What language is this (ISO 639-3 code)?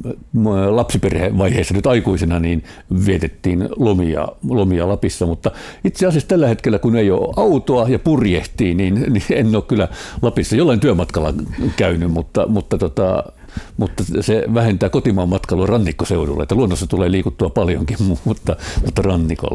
fin